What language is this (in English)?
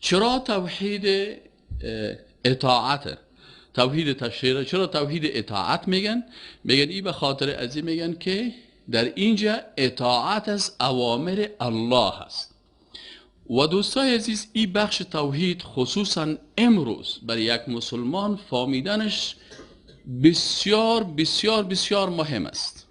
Persian